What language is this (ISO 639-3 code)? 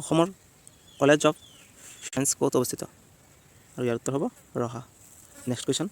asm